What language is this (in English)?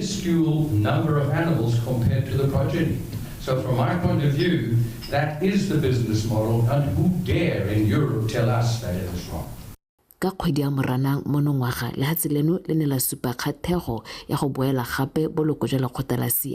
Tswana